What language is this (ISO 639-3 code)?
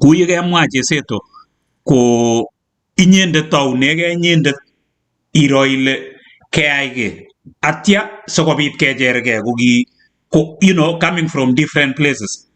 kln